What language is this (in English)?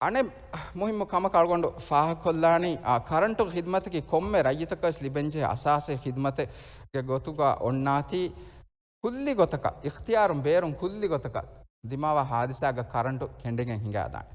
Divehi